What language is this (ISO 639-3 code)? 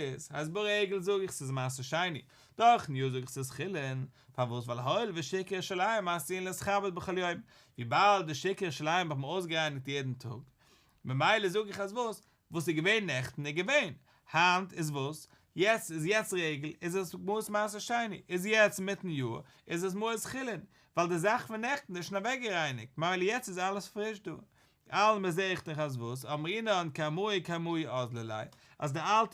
yid